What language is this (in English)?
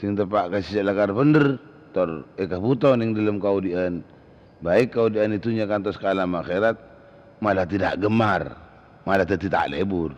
Madurese